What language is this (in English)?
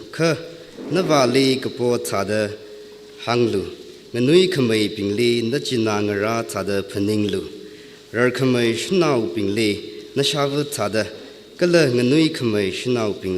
Tangkhul Naga (India)